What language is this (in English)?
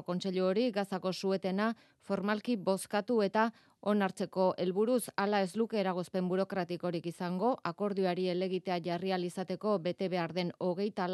Basque